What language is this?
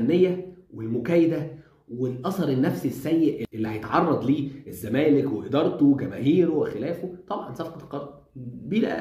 Egyptian Arabic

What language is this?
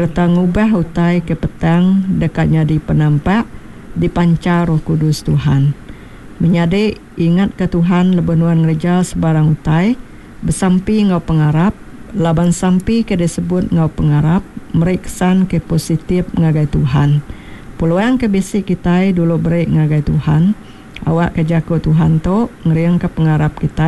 Iban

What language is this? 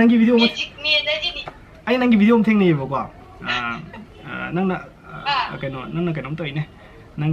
Manipuri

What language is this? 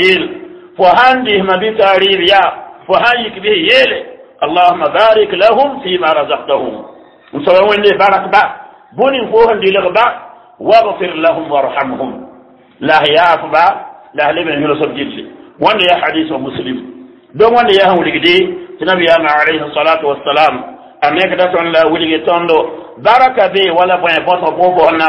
Mossi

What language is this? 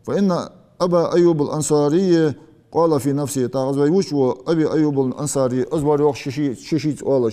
Ingush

